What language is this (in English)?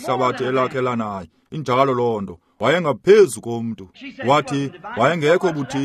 Xhosa